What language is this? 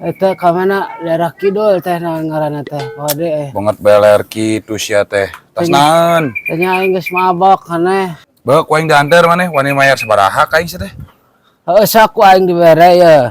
Sundanese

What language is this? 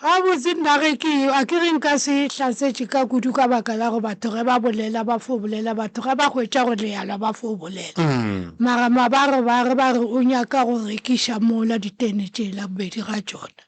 Northern Sotho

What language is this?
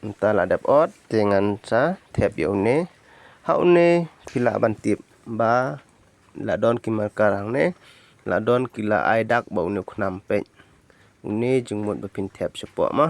Khasi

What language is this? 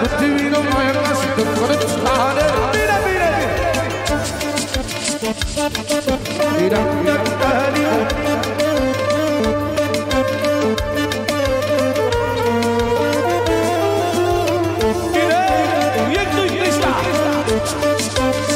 Romanian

